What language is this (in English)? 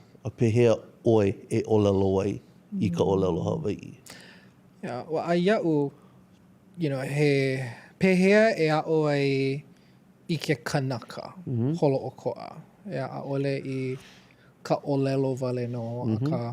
Hawaiian